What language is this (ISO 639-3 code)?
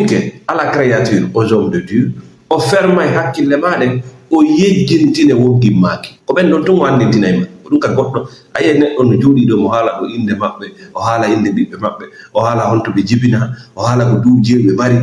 ful